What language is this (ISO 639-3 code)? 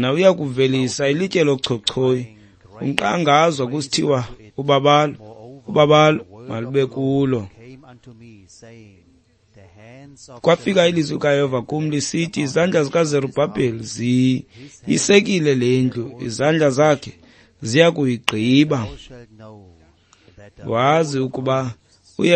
xho